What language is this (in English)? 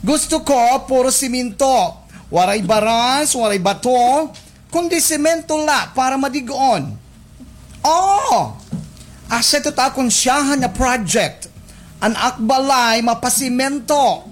Waray